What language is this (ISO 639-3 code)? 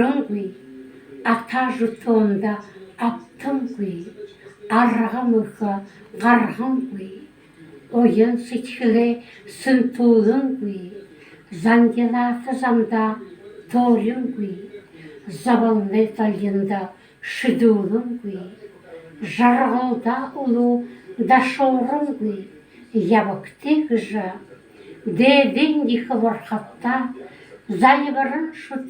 bua